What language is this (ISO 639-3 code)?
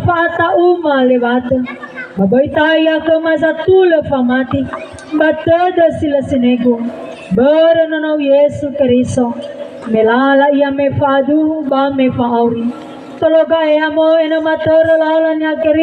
nia